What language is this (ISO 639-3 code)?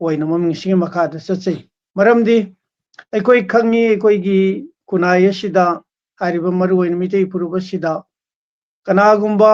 mni